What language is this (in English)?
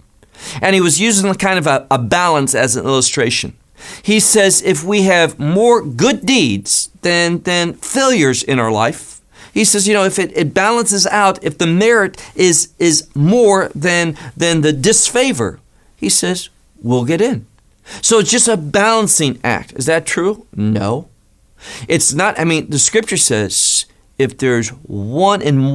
English